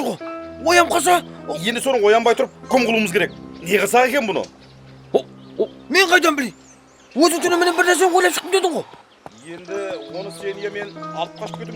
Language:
Kara-Kalpak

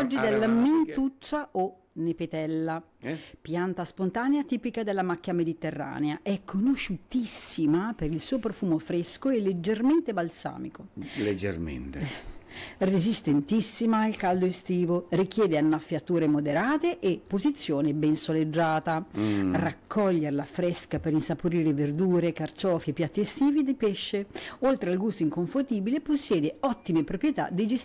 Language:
Italian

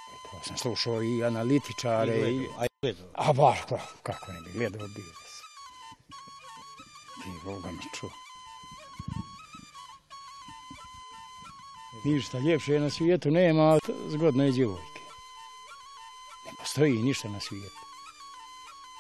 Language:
Bosnian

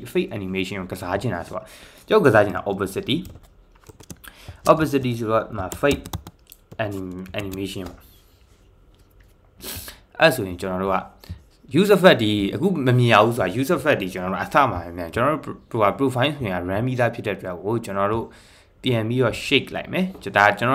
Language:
Burmese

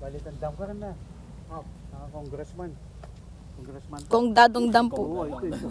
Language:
Pampanga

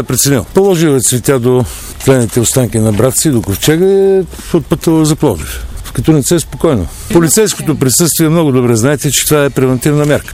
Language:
Bulgarian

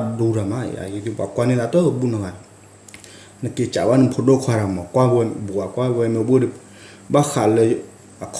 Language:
S'gaw Karen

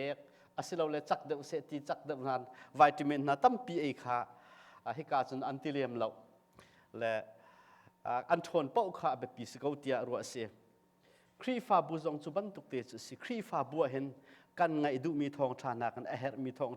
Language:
Hakha Chin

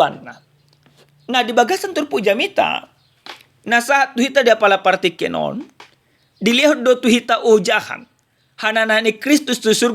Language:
Batak Toba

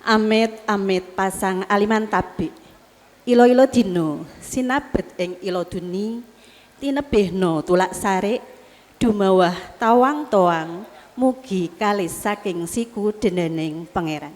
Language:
Javanese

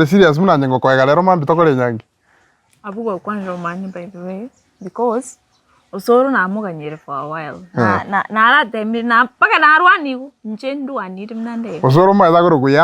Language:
Gusii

